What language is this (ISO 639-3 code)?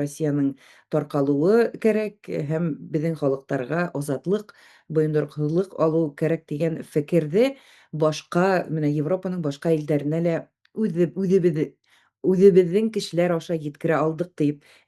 bak